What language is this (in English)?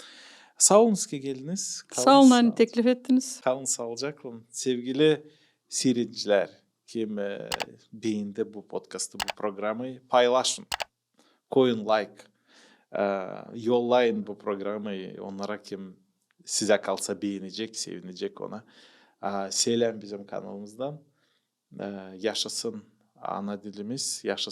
Gagauz